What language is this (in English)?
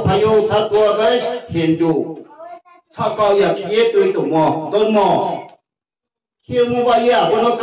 Riang (India)